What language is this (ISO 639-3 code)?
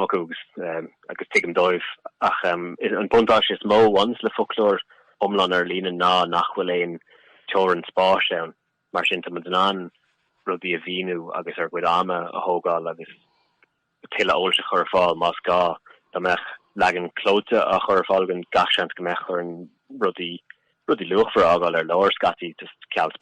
gle